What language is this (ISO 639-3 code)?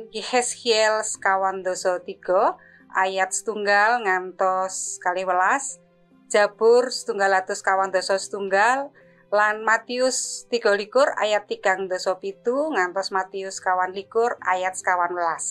jav